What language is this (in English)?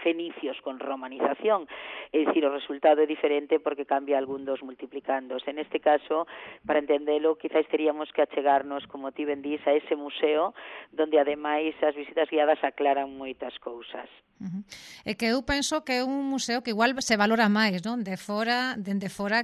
Galician